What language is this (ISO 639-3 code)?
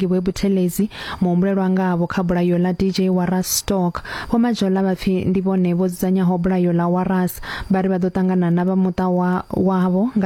ven